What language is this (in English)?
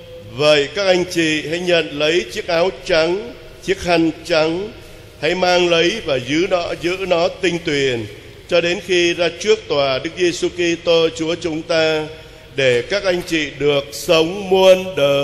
Vietnamese